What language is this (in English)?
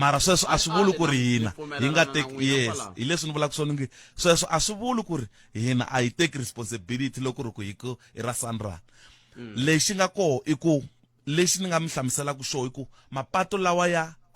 Tsonga